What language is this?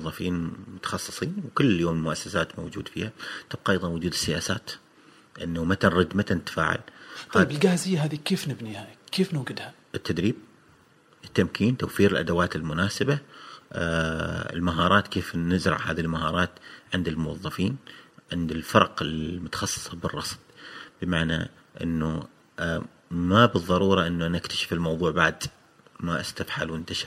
Gulf Arabic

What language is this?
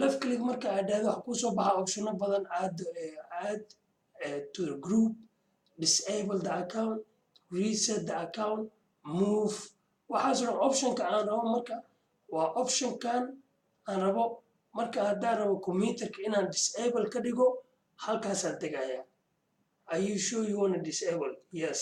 Somali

